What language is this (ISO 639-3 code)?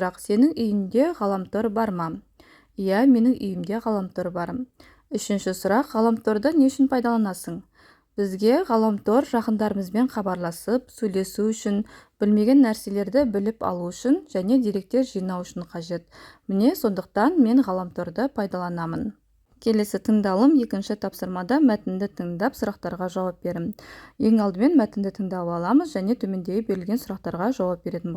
kaz